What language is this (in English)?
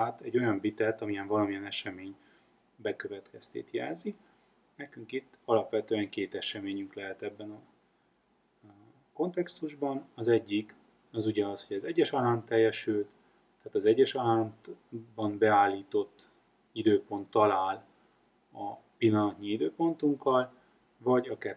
Hungarian